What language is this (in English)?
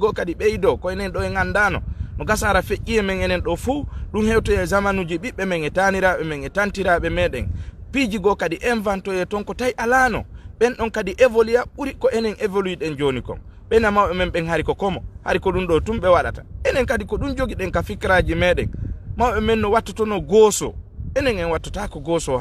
Fula